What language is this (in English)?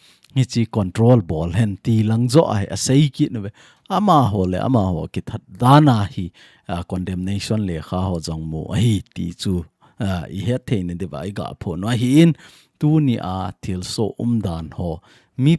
Thado Chin